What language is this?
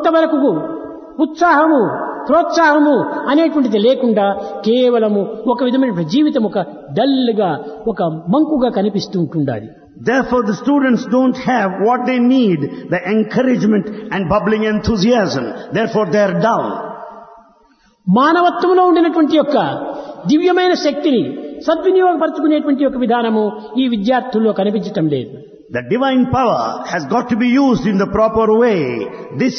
Telugu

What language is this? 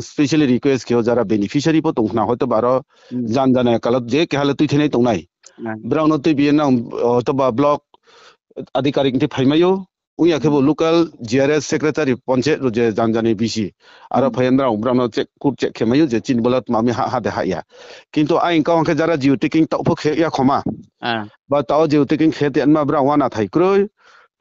Riang (India)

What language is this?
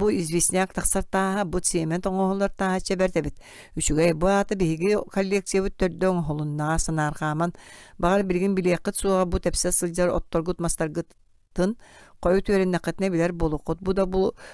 Yakut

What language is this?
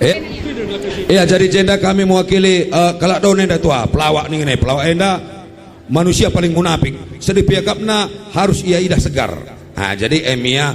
Batak Karo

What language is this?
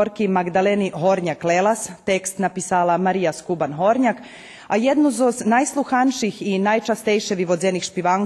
Rusyn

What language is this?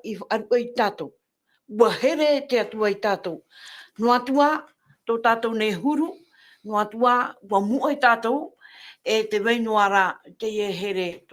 Tahitian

